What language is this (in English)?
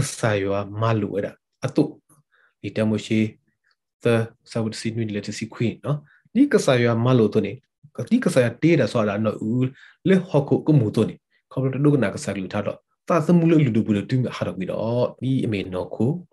Burmese